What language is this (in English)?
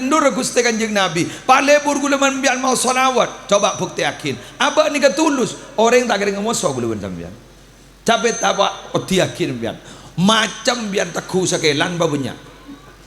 Madurese